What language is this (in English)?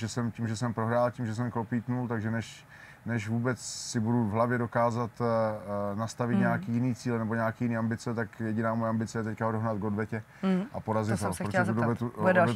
Czech